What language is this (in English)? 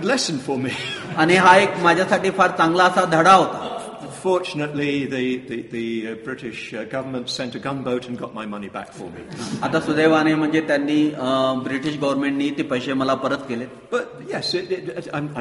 Marathi